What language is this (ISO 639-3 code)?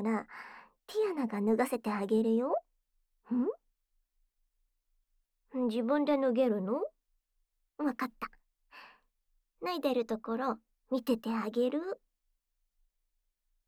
jpn